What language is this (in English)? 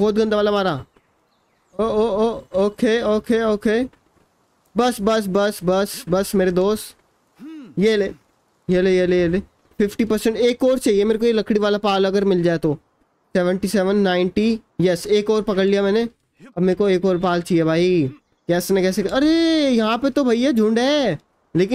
Hindi